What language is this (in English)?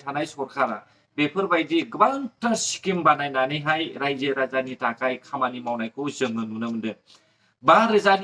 Bodo